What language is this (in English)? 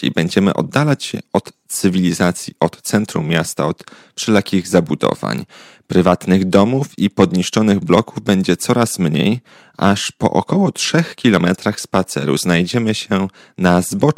Polish